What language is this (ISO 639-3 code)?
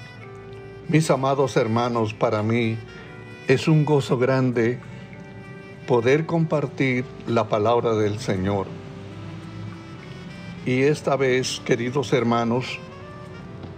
spa